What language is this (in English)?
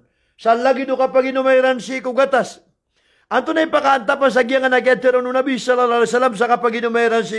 Maranao